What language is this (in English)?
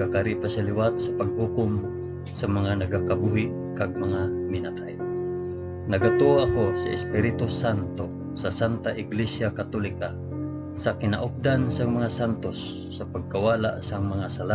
Hiligaynon